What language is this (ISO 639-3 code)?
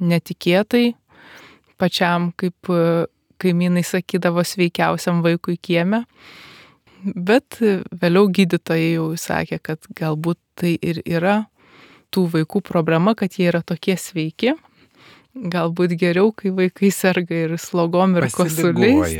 lit